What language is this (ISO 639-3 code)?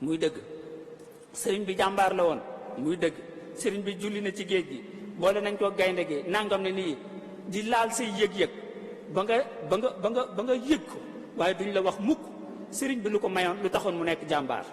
wol